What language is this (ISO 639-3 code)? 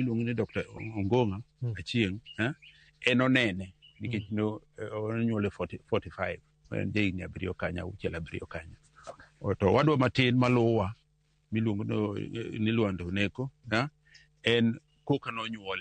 luo